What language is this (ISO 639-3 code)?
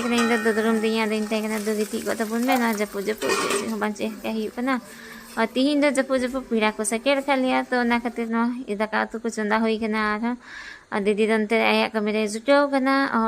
sat